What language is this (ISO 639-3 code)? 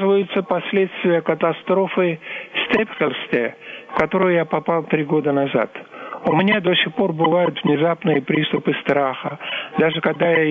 rus